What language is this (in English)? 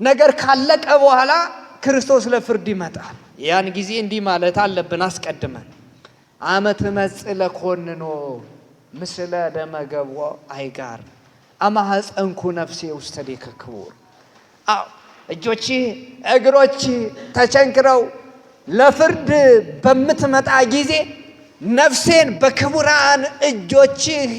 Amharic